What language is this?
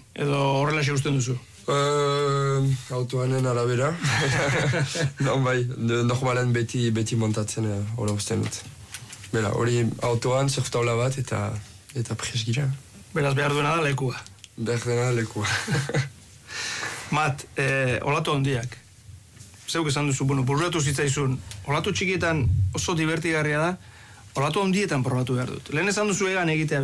Basque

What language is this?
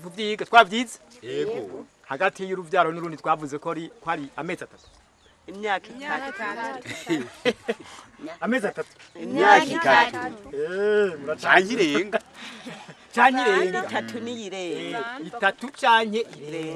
Rundi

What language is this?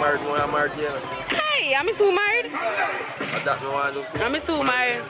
Jamaican Creole English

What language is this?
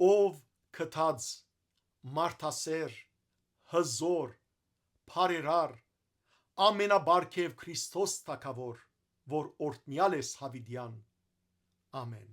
Western Armenian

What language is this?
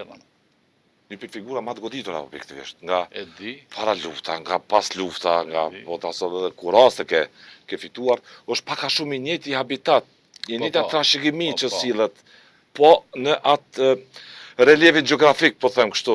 Albanian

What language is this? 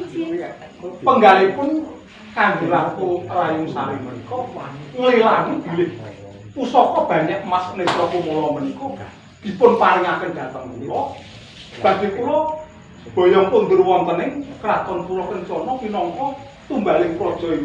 Javanese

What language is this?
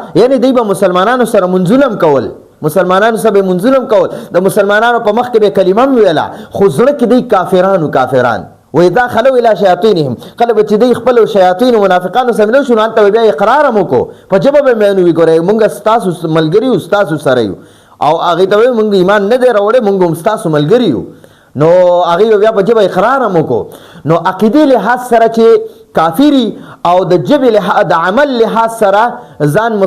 Pashto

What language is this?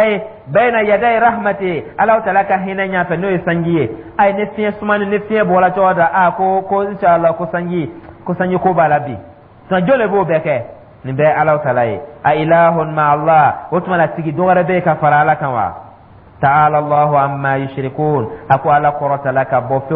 Dyula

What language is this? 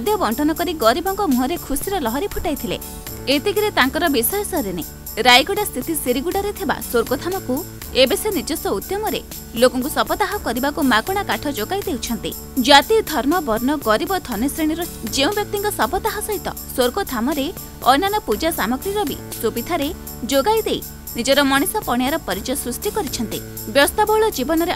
Odia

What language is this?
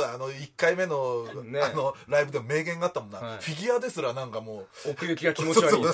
Japanese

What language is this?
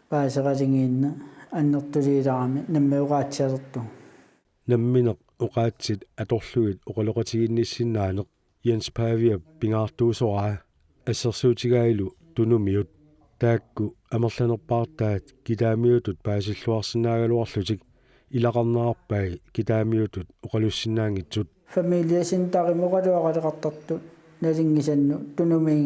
Kalaallisut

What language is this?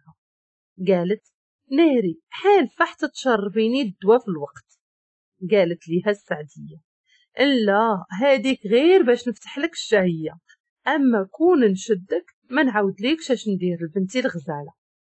Moroccan Arabic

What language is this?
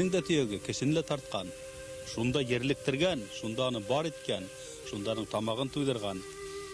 Bashkir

